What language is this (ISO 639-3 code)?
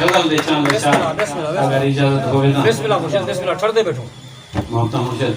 skr